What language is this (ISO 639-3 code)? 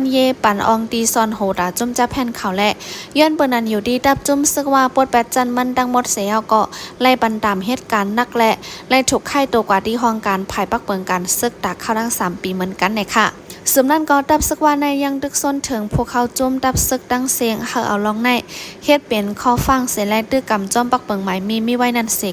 shn